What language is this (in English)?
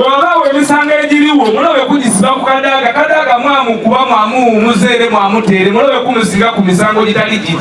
Ganda